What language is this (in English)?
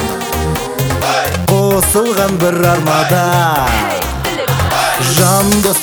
Kazakh